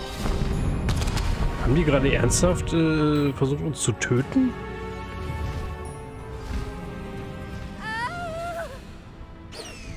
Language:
German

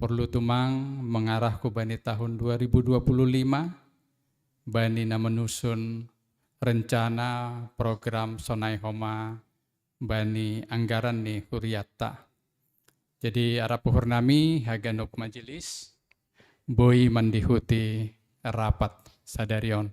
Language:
Batak Simalungun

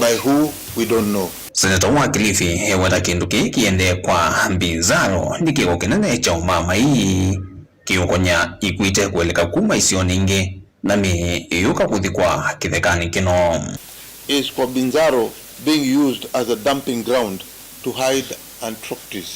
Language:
Kamba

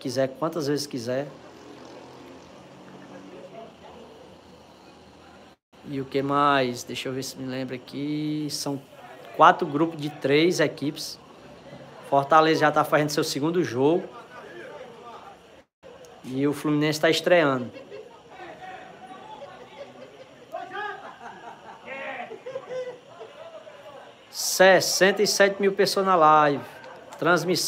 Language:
Portuguese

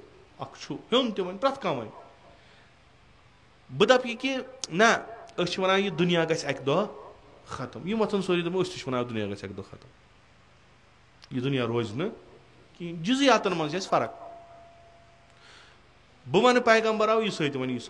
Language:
Kashmiri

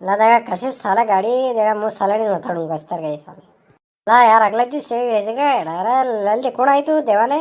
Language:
Rajasthani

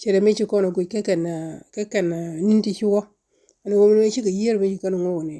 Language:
Nuer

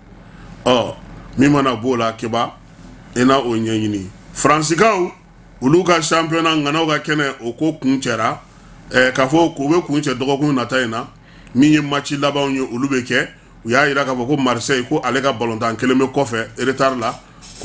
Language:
Bambara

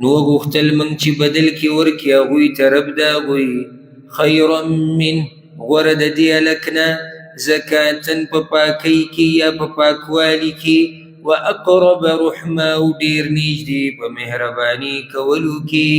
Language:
Pashto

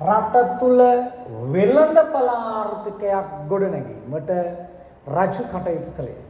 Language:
Sinhala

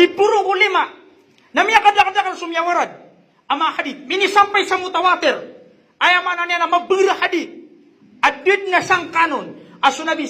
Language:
Maranao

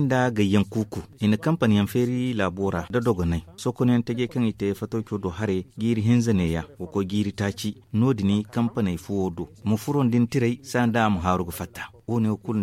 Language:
Zarma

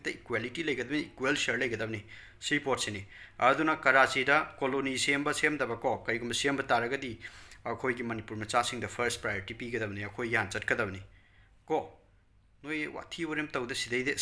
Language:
Manipuri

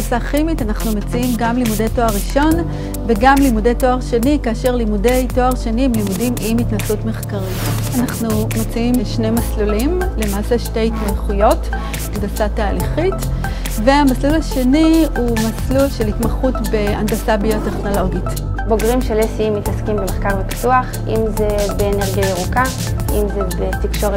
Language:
Hebrew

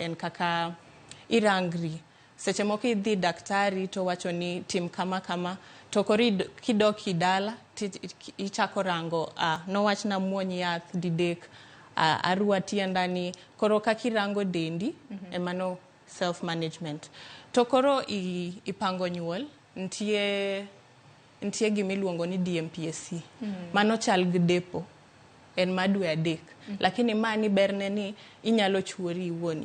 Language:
Luo (Kenya and Tanzania)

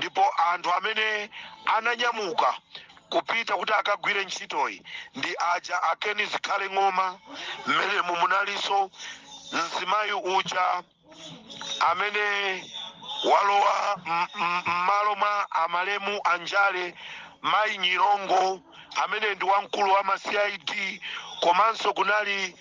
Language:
Nyanja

